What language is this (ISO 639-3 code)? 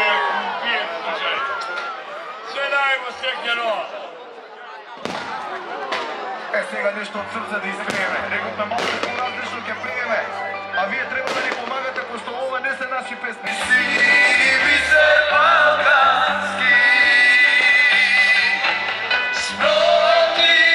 mkd